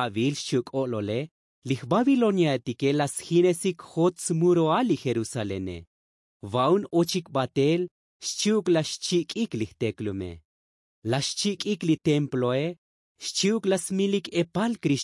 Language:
Tzotzil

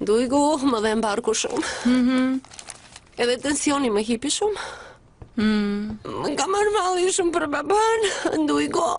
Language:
Albanian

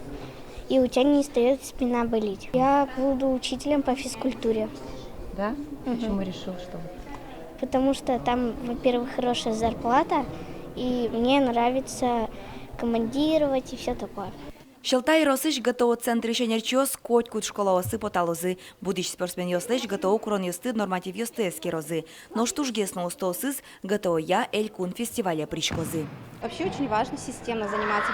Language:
Udmurt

